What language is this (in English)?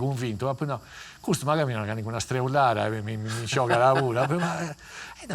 Sardinian